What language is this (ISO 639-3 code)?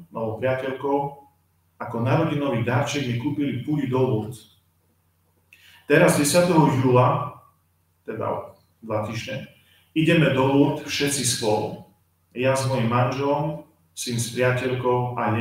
slk